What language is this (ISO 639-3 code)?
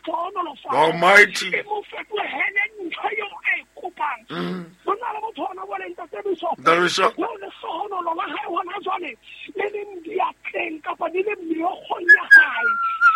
sot